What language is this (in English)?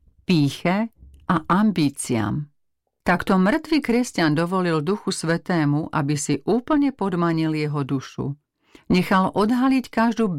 Slovak